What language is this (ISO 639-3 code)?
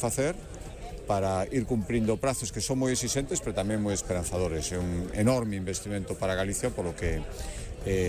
glg